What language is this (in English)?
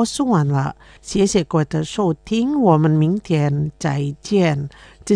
Chinese